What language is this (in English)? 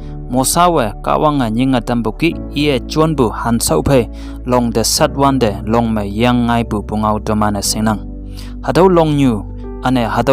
Konyak Naga